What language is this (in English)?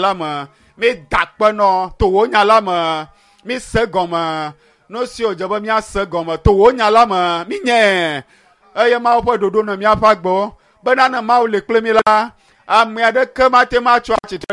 Ewe